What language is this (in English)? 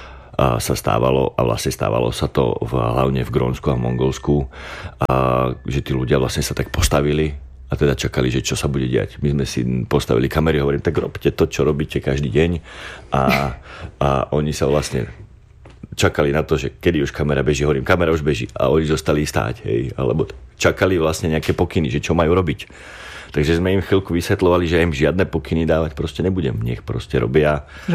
Slovak